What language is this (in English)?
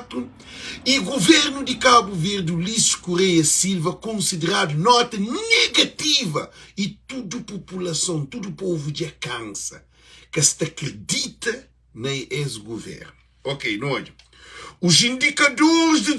Kabuverdianu